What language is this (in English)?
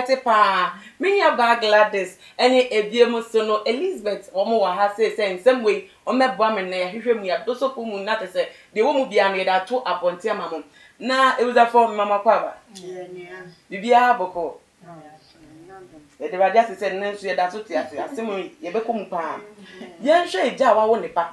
Akan